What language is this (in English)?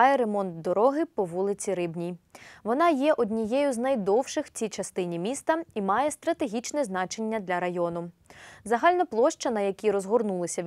Ukrainian